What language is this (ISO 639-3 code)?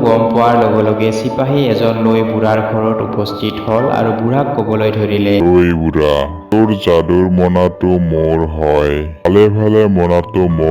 asm